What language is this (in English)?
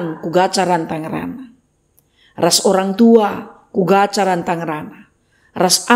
Batak Karo